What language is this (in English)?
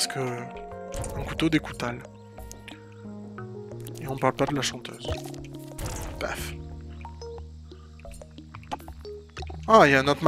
French